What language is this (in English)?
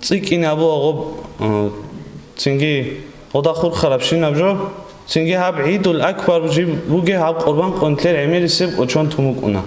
Avaric